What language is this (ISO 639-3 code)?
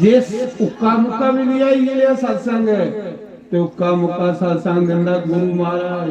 doi